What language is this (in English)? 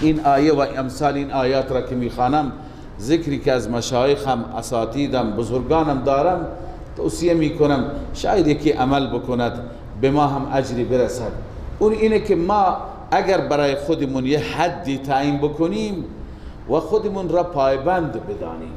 Persian